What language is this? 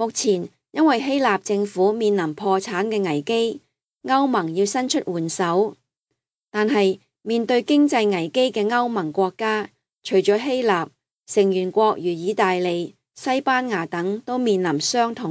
Cantonese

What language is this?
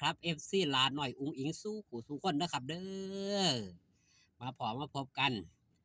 Northeastern Thai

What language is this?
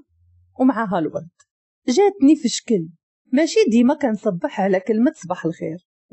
Moroccan Arabic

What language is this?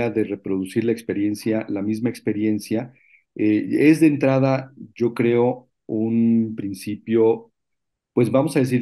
Spanish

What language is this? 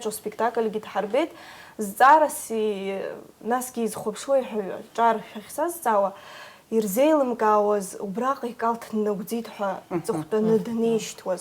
Abkhazian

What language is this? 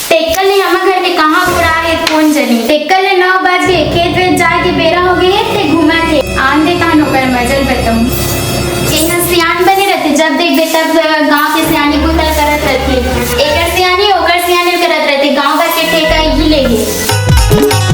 Chhattisgarhi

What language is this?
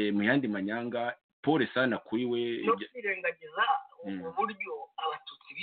Kinyarwanda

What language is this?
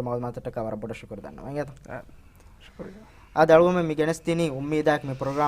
Divehi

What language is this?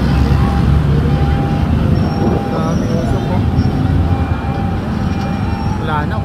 Filipino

